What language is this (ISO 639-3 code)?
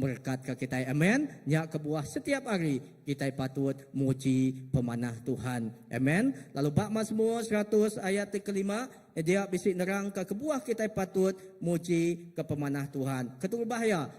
iba